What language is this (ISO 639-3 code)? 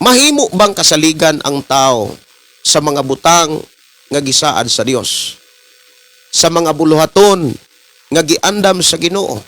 ceb